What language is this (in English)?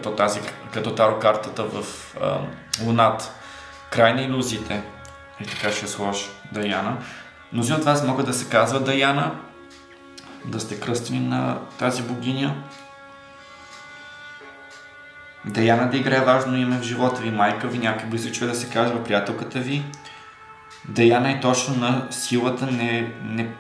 Bulgarian